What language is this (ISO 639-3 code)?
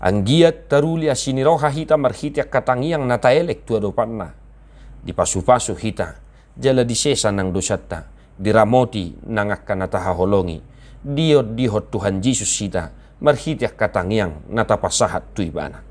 bbc